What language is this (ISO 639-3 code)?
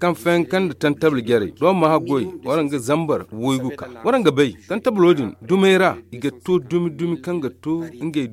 dje